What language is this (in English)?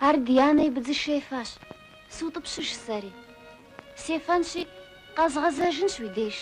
Kabardian